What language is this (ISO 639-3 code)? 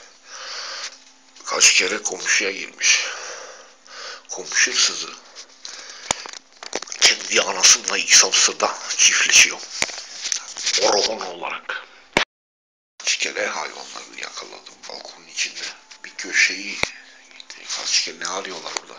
tur